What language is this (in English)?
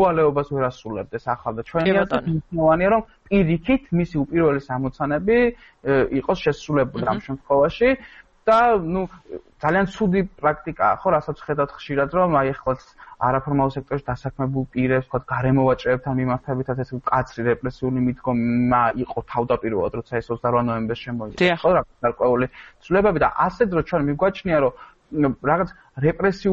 Georgian